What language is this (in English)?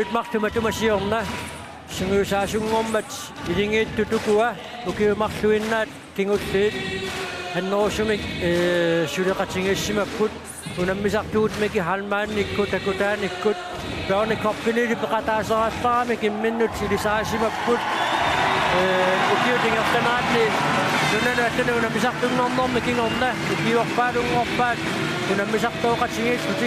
Kalaallisut